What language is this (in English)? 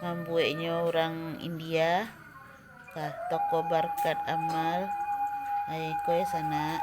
Minangkabau